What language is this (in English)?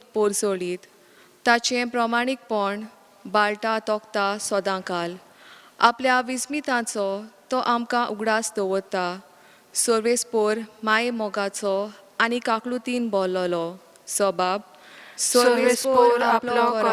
Konkani